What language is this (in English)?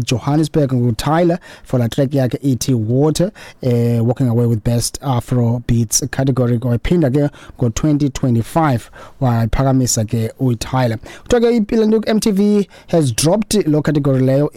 Xhosa